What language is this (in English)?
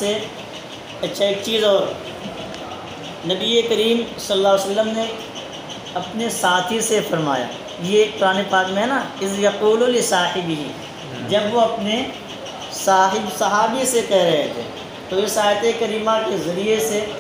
Urdu